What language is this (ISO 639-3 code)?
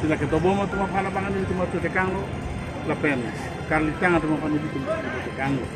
mjw